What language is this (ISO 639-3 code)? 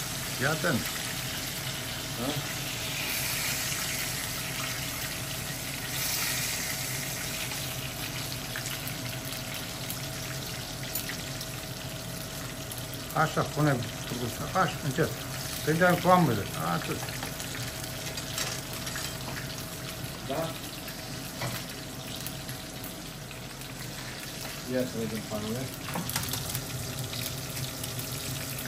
ron